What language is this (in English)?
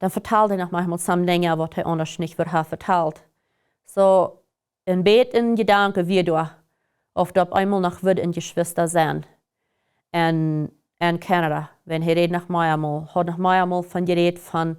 Plautdietsch